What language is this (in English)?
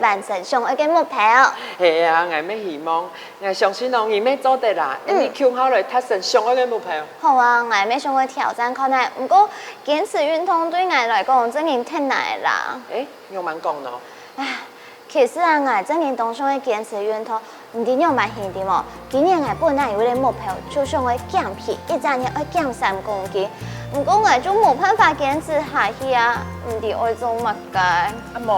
Hakka Chinese